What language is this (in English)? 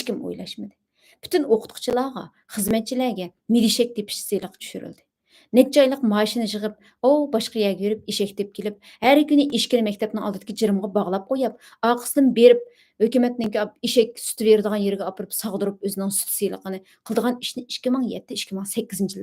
Uyghur